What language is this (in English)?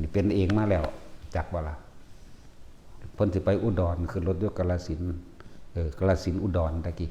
Lao